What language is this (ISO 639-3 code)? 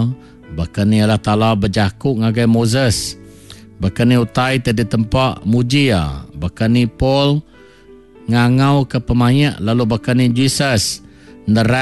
iba